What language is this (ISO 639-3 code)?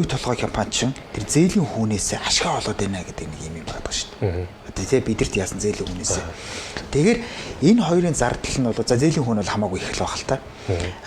mon